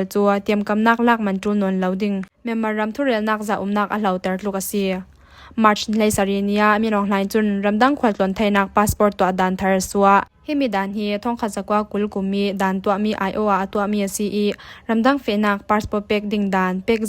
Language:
Falam Chin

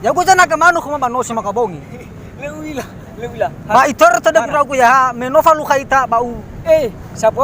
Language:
Nias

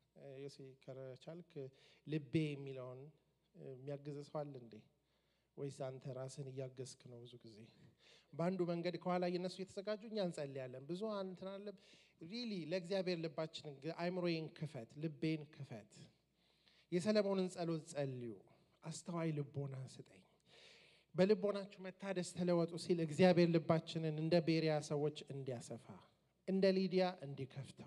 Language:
Amharic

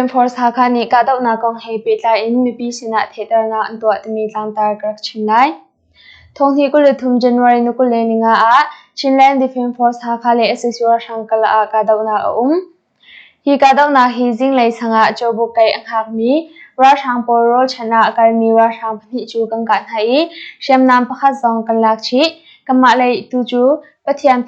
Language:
Hakha Chin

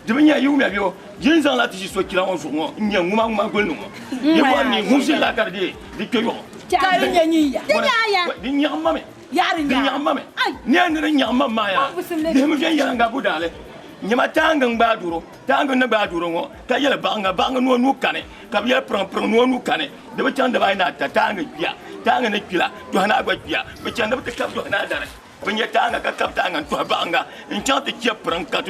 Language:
Dagbani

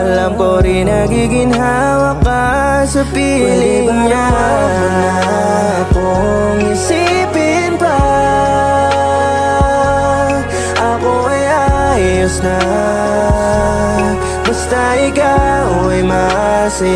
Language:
Filipino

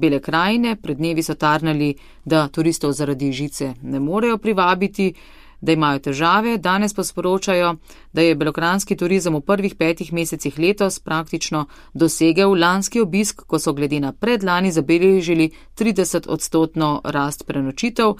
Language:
Slovenian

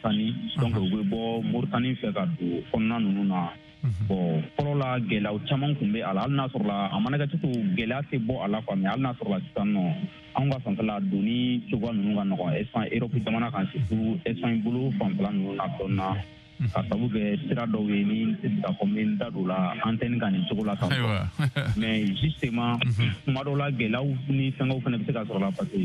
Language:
Bambara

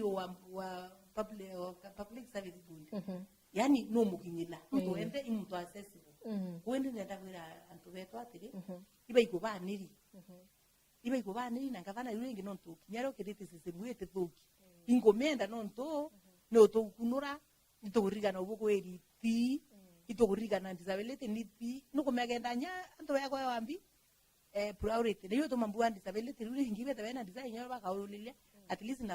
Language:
Meru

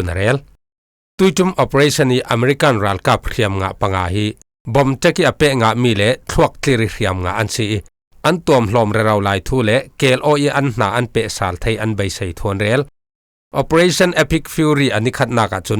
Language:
Falam Chin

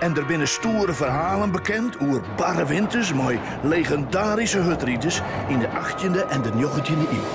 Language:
Western Frisian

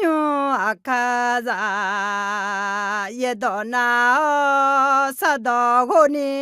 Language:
Akha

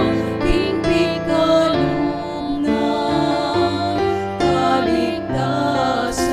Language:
Pampanga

